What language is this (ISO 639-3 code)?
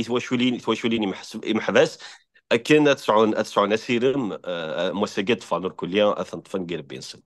kab